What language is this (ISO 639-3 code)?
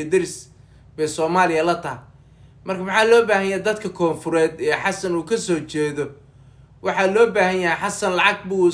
som